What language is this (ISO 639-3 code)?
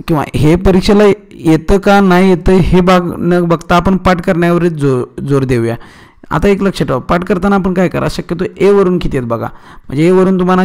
mar